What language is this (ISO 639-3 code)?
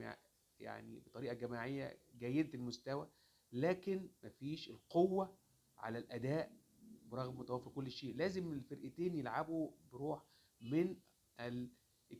arz